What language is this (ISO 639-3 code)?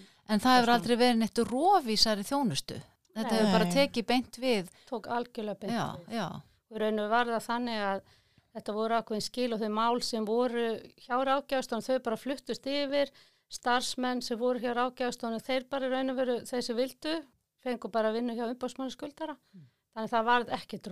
isl